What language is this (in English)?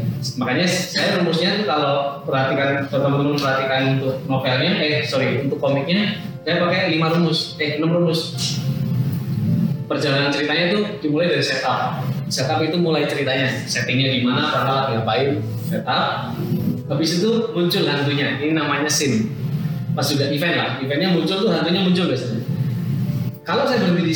Indonesian